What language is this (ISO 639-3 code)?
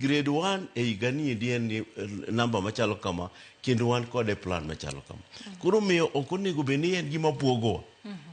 luo